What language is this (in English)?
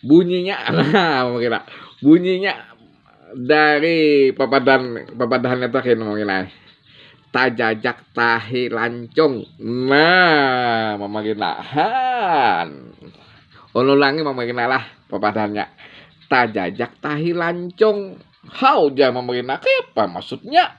Banjar